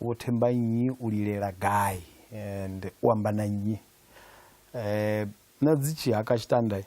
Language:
Venda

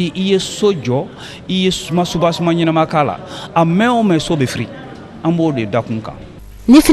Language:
Bambara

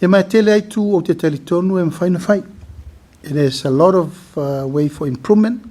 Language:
Samoan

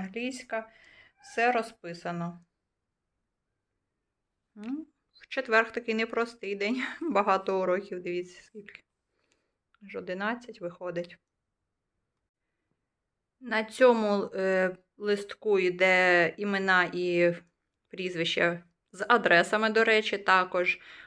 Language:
Ukrainian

